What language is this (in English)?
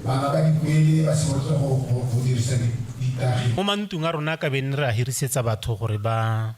Tswana